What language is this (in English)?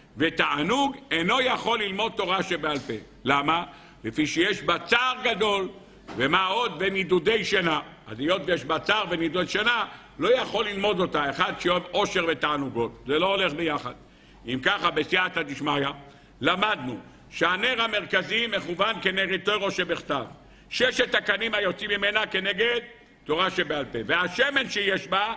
Hebrew